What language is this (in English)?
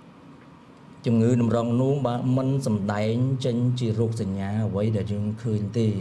Khmer